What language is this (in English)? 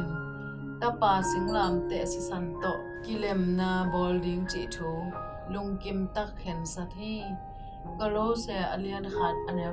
Tedim Chin